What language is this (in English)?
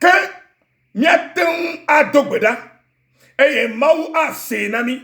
Ewe